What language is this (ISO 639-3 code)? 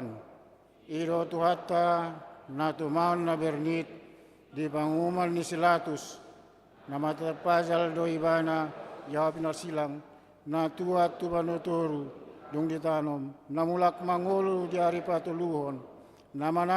bbc